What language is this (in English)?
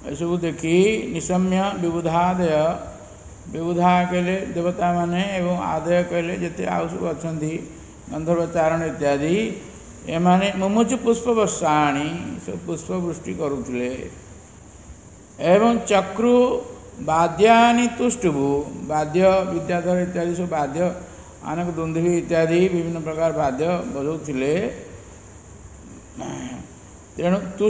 Odia